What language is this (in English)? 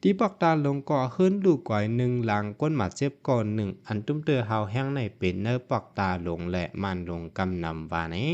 Shan